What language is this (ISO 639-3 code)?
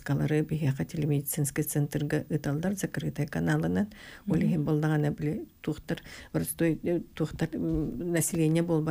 sah